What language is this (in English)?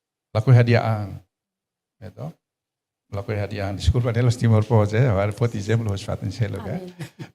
Tetum